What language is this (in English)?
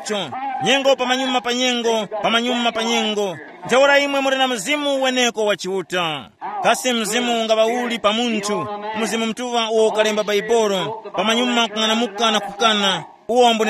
Tumbuka